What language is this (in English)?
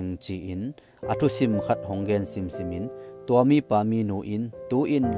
Tedim Chin